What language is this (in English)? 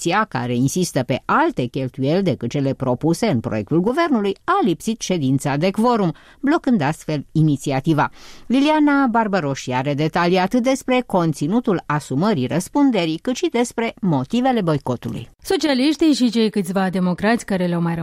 Romanian